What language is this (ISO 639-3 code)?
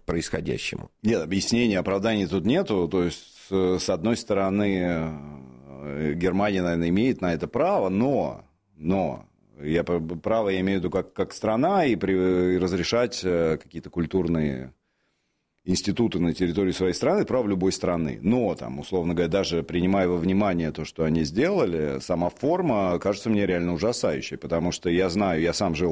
rus